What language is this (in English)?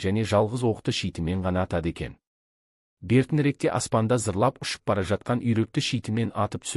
Kazakh